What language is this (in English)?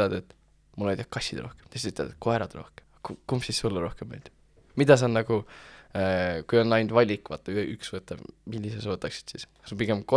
Estonian